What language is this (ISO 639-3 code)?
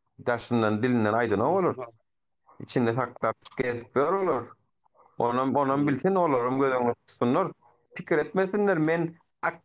tuk